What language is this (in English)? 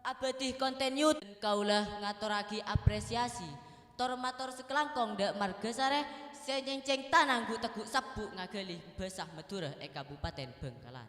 Madurese